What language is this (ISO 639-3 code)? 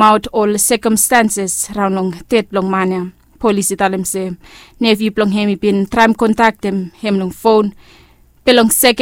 bis